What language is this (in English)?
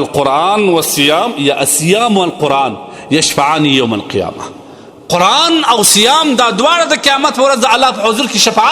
Pashto